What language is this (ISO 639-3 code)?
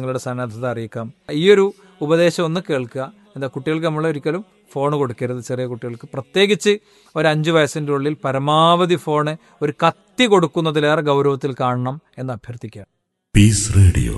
mal